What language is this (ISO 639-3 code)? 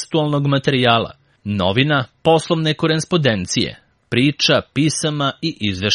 srp